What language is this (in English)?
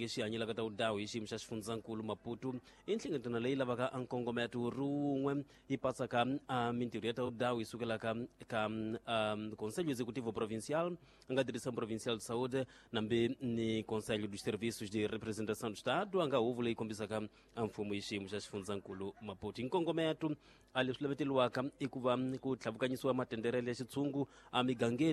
Tsonga